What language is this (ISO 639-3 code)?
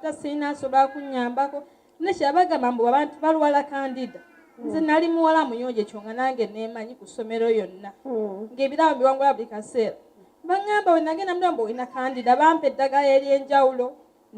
lug